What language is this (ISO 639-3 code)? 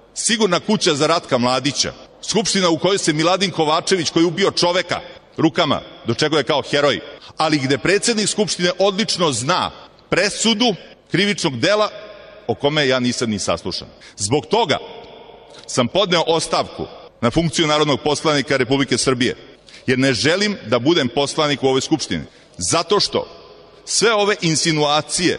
srp